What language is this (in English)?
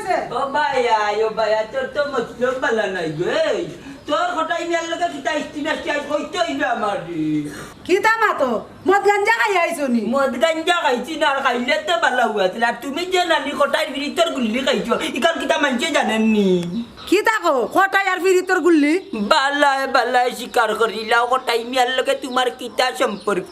Sylheti